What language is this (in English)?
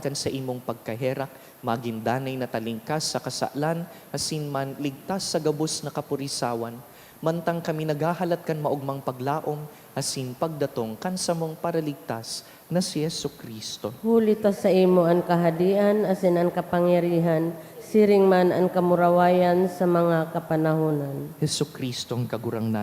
Bikol